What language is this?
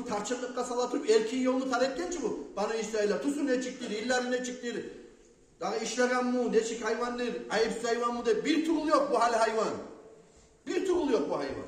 Kumyk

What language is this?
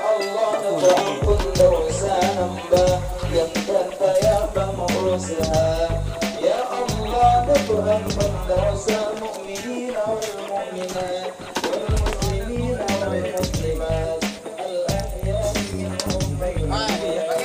Achinese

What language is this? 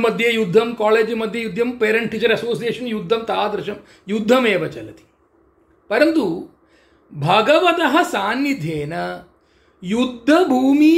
Sanskrit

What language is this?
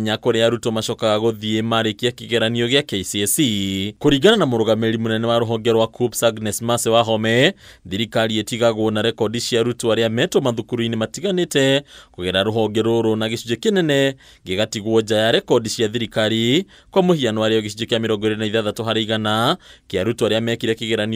Kikuyu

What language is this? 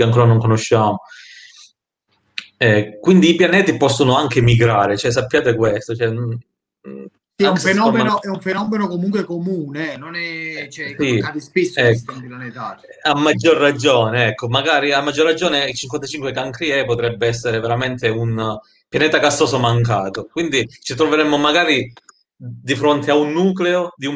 Italian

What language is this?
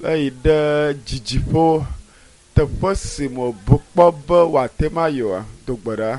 Ewe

